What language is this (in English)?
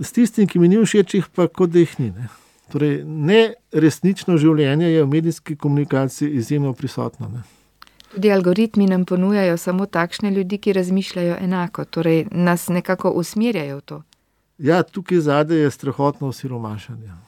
Slovenian